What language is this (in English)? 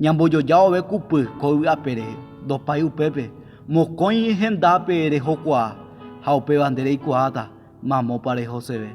Guarani